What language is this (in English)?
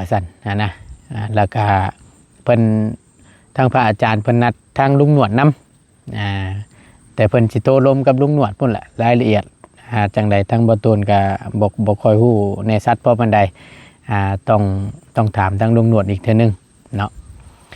Lao